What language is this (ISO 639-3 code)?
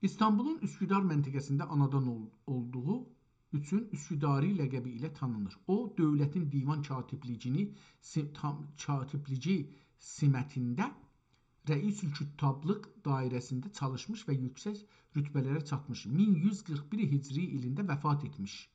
azb